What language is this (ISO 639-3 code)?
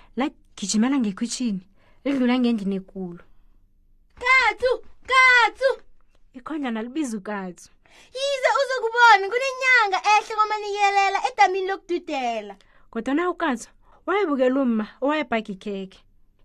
nbl